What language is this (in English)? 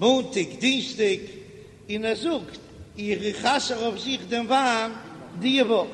Yiddish